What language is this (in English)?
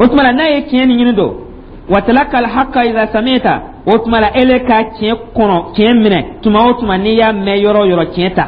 Dyula